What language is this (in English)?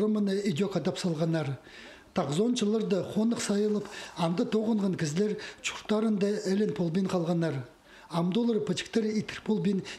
Khakas